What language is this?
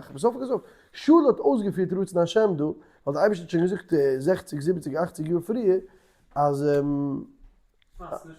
Yiddish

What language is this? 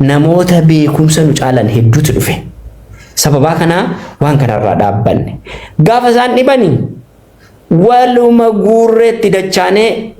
Oromo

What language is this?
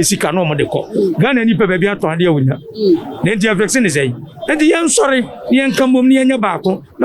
Akan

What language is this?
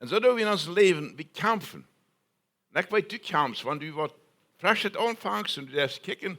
Plautdietsch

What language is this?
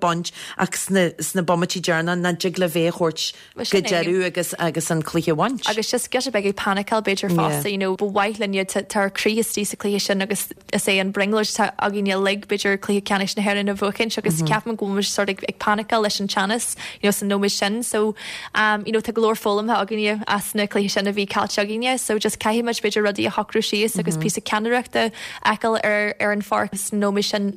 Irish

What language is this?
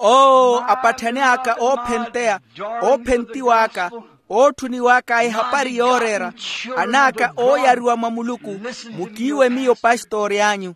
Makhuwa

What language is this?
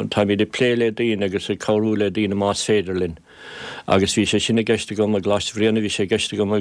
Irish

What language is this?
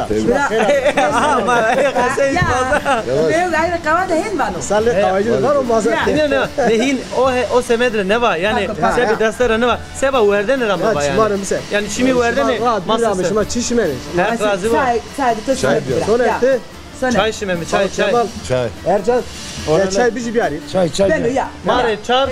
Zaza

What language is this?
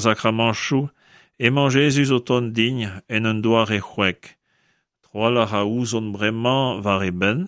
Breton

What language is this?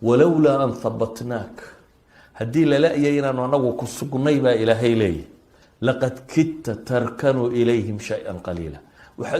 Somali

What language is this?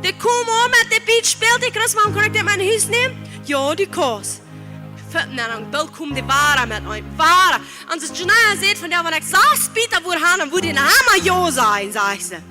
Plautdietsch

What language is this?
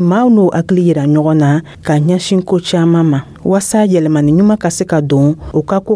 Dyula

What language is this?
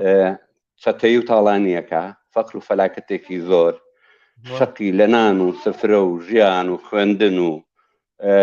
Central Kurdish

